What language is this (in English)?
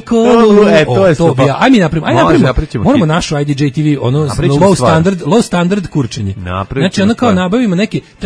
Serbian